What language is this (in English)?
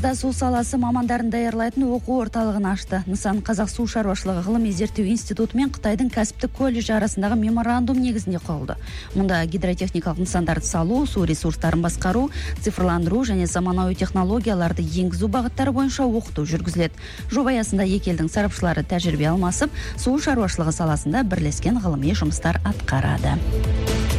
Kazakh